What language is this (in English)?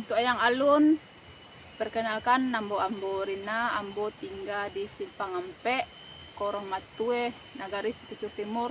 Minangkabau